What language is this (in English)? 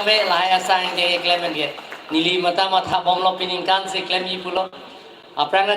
Karbi